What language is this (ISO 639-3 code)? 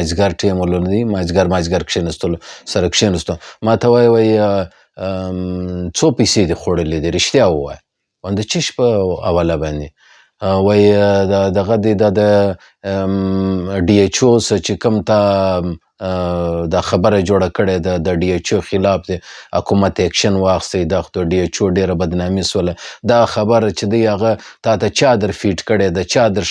pus